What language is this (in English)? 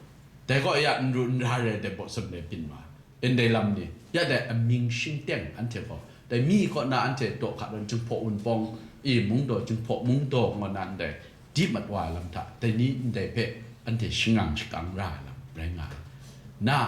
Kachin